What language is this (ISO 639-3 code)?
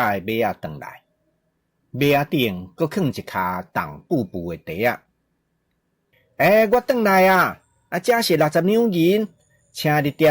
nan